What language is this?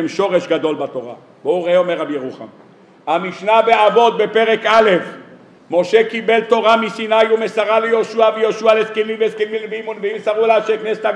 Hebrew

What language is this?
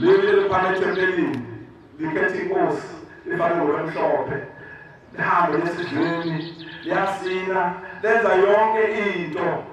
Zulu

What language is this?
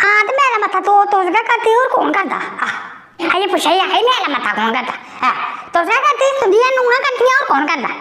Dogri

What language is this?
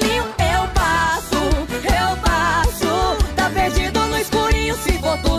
Portuguese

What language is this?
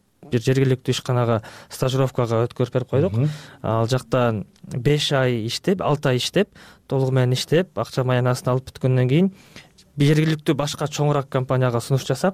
Kyrgyz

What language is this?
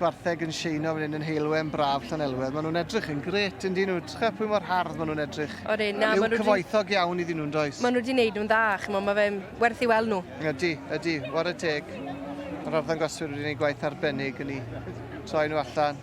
Welsh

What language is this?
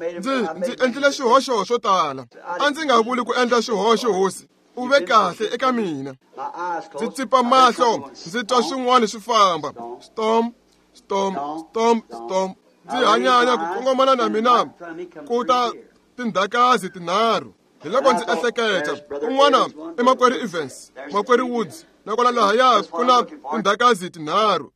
Tsonga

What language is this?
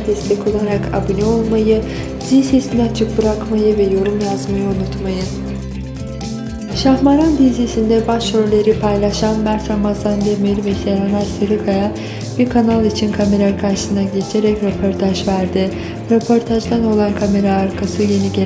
Turkish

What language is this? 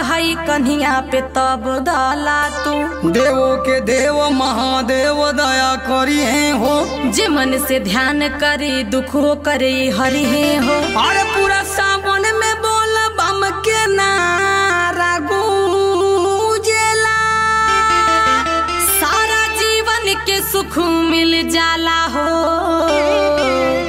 Bhojpuri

